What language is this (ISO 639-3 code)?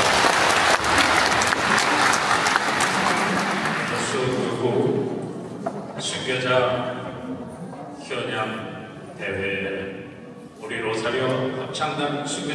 kor